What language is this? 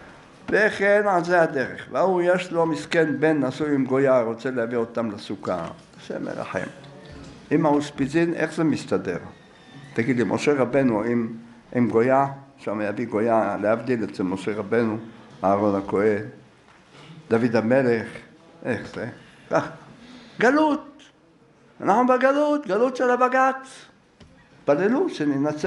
Hebrew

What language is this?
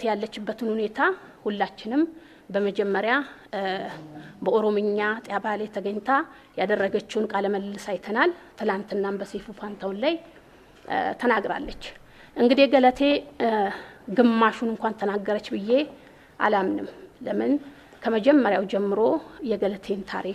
Amharic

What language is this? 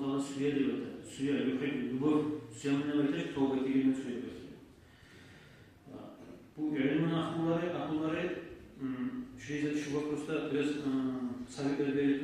Kumyk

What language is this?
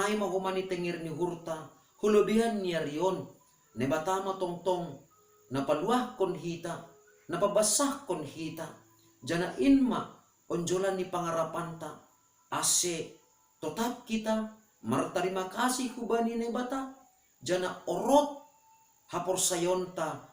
Batak Simalungun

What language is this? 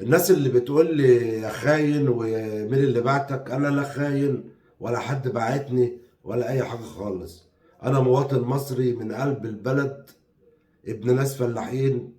Egyptian Arabic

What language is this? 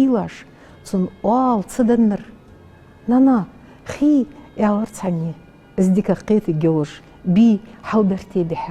Ingush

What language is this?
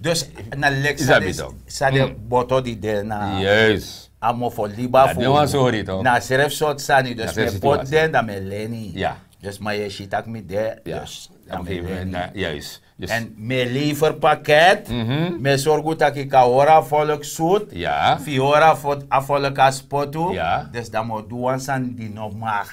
Sranan Tongo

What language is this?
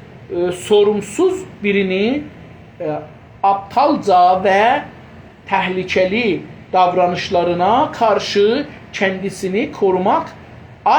South Azerbaijani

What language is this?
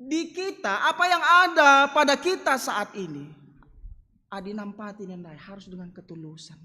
Batak Karo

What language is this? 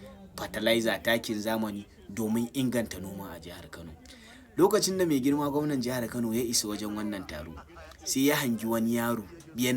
Hausa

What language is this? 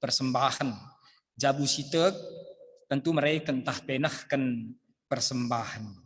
Batak Karo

